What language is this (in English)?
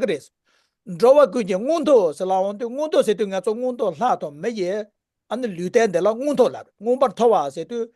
Tibetan